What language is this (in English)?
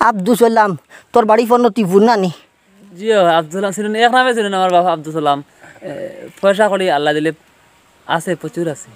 Sylheti